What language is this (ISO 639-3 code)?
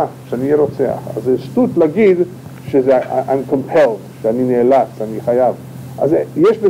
heb